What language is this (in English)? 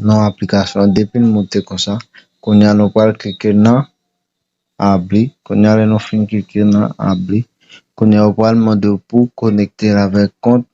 Haitian Creole